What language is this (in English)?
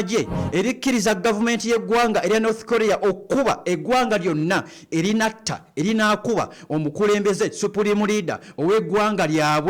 Ganda